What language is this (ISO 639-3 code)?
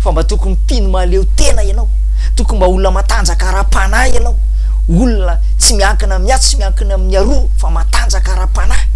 mlg